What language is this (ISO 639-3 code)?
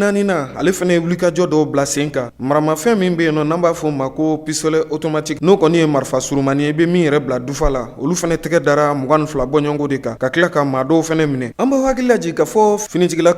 bam